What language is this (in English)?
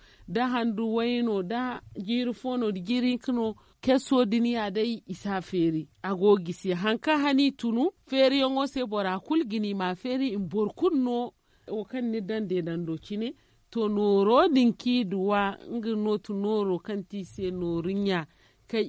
Zarma